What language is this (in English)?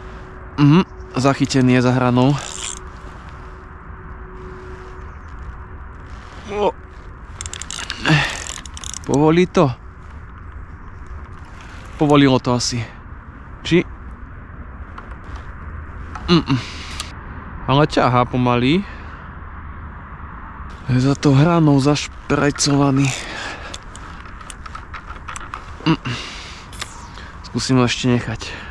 Slovak